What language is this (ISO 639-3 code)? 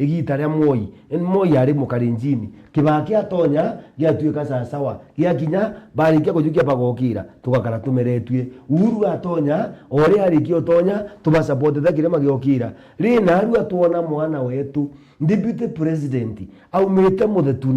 mer